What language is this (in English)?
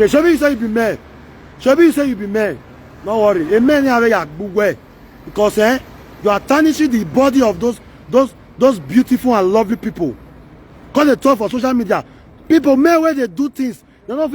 Nigerian Pidgin